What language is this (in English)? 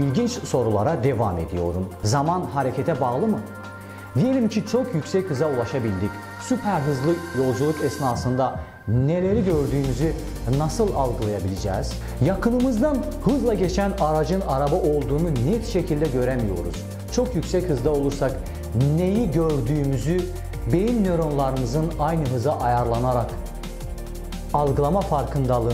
Turkish